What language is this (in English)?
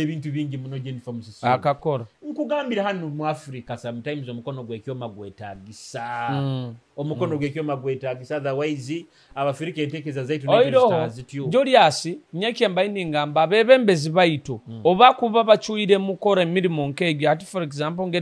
Nyoro